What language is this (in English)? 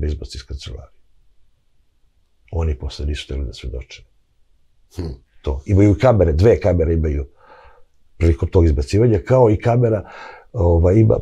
Serbian